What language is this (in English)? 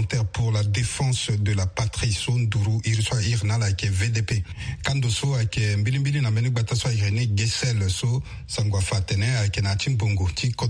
Sango